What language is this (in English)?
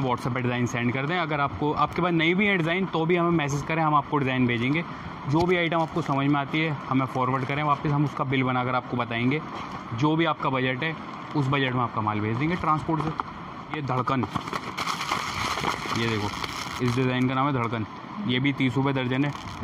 Hindi